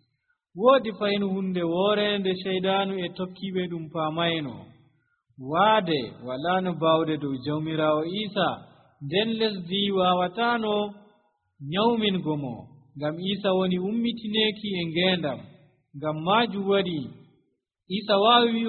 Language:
Nigerian Fulfulde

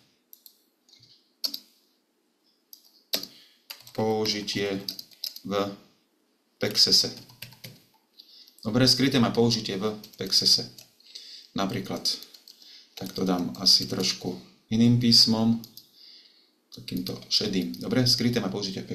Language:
Slovak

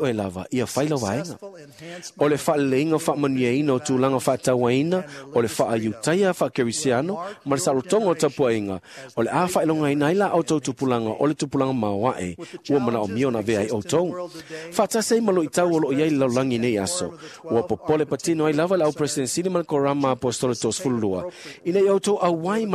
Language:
Samoan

